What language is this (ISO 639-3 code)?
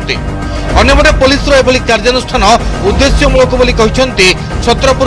ori